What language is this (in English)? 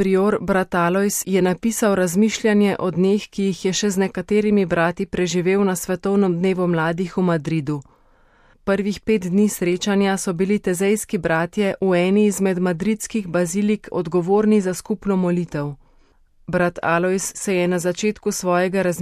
Slovenian